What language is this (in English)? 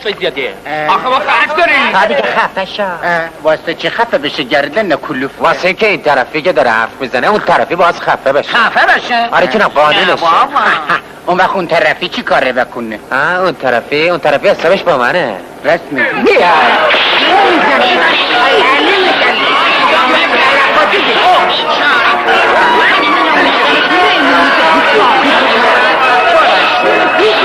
Persian